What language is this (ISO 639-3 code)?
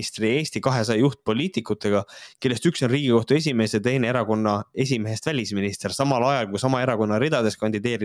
est